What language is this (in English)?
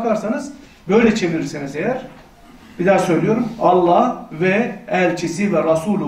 Turkish